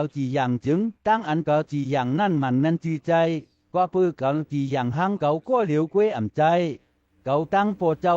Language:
Shan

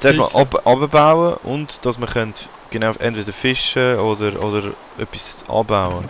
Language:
Swiss German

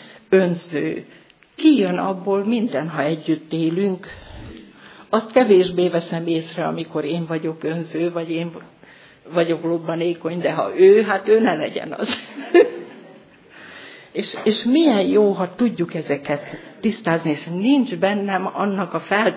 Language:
Hungarian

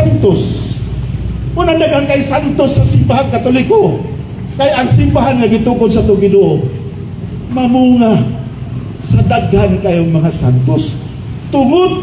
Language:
Cebuano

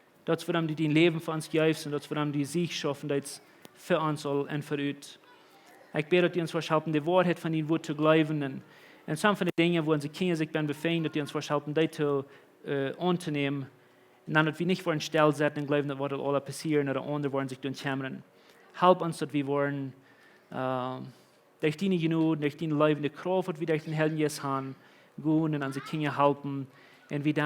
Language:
Plautdietsch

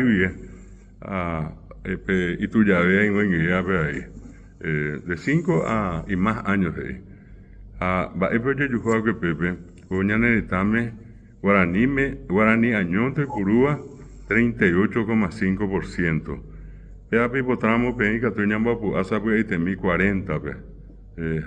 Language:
Guarani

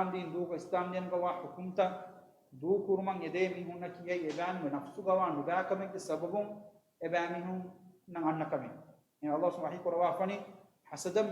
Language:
Divehi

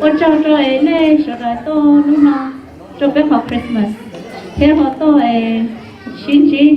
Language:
Hmong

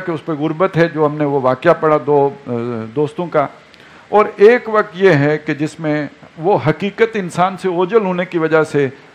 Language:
Urdu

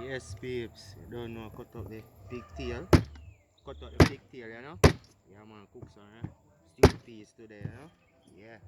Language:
Jamaican Creole English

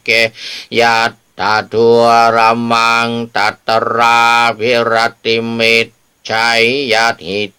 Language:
Pali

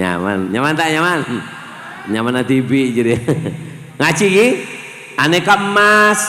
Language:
Madurese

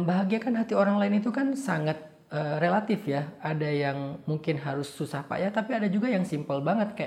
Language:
Indonesian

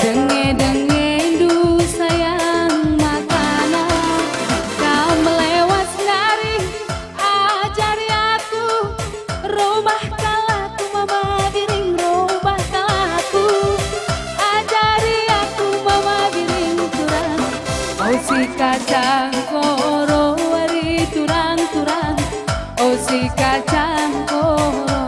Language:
Batak Karo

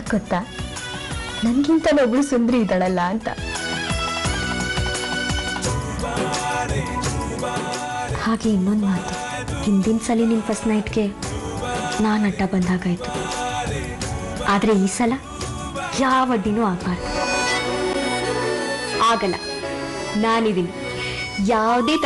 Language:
Kannada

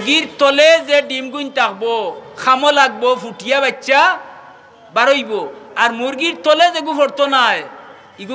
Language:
Sylheti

